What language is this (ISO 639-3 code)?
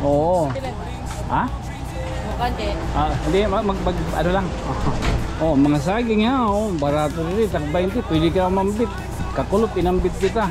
war